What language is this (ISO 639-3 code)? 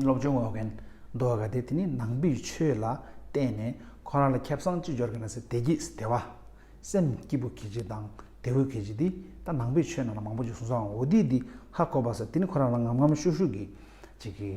bod